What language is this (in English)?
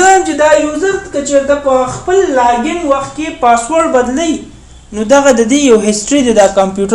Pashto